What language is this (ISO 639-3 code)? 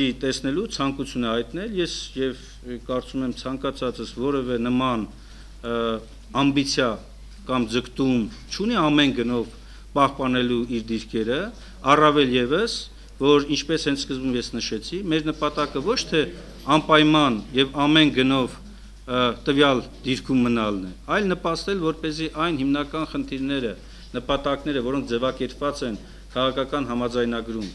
hye